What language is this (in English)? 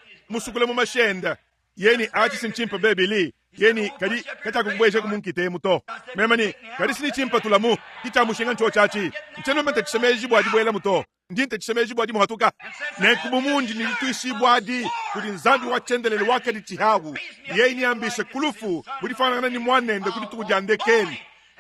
Luba-Lulua